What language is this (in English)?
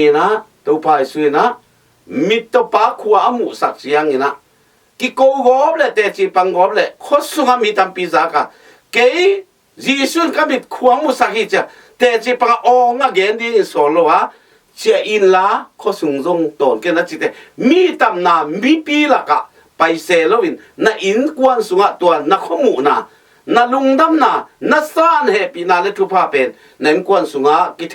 Tedim Chin